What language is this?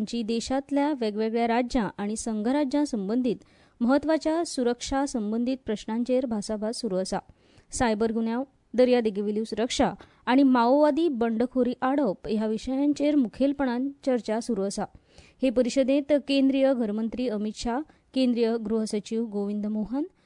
Konkani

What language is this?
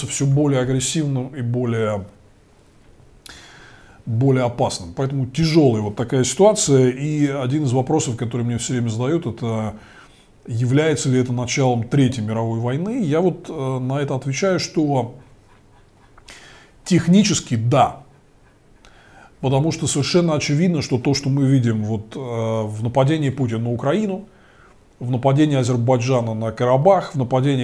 Russian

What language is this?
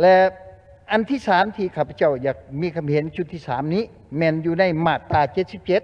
Lao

